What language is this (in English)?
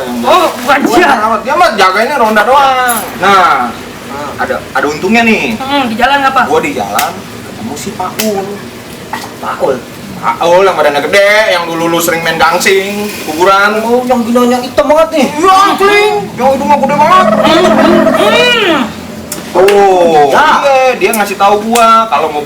Betawi